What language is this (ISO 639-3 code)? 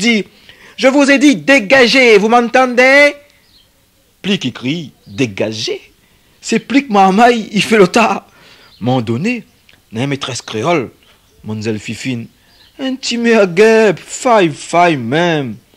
rcf